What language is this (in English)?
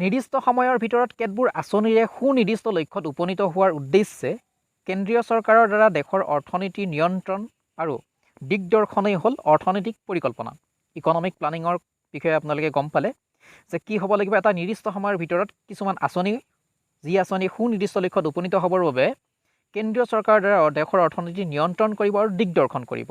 Assamese